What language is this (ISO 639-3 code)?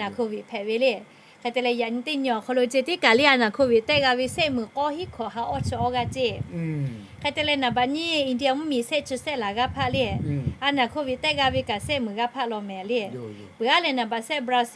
lhu